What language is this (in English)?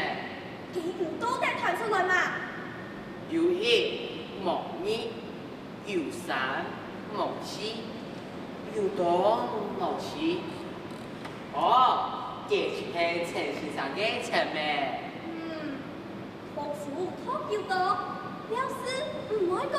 Hakka Chinese